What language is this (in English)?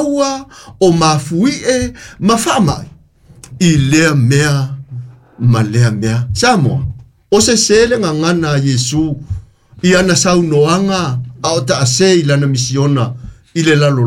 Samoan